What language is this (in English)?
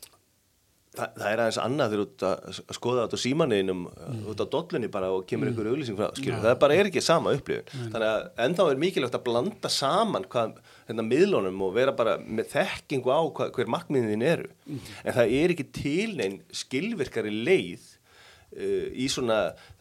Icelandic